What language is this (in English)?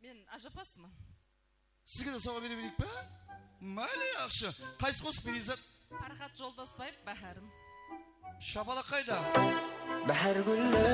Kara-Kalpak